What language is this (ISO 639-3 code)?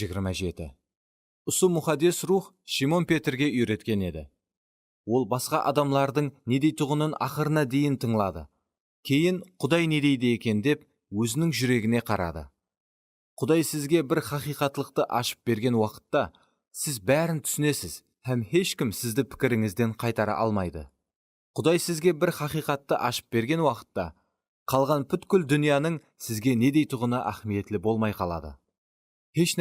kaa